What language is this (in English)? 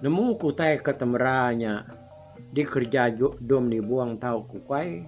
Iban